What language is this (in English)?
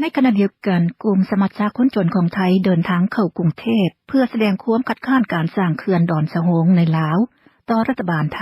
Lao